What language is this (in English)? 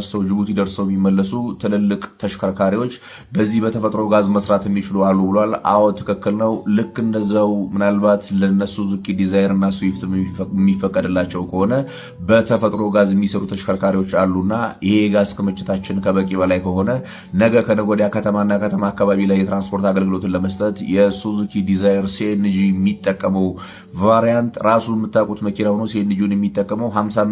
Amharic